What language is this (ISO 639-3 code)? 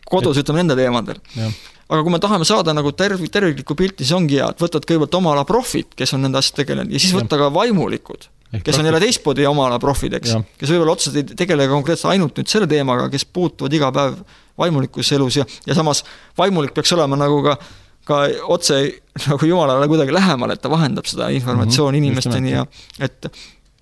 est